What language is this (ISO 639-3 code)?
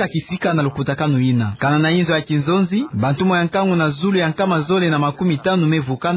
ktu